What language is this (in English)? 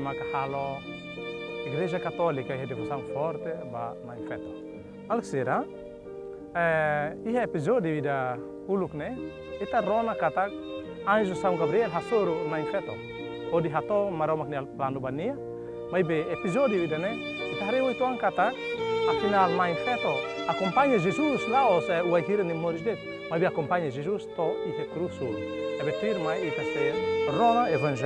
Tetum